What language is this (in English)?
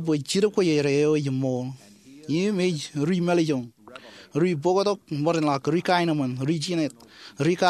Marshallese